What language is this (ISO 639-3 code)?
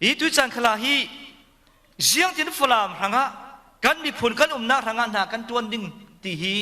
cfm